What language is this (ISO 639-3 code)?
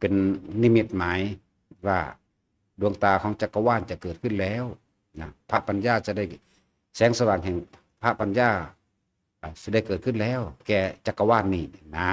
lao